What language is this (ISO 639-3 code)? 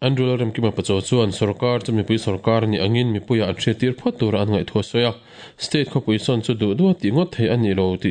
lus